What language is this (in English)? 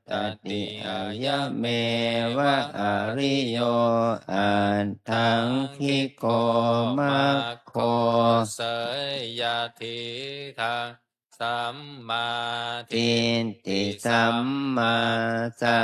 Pali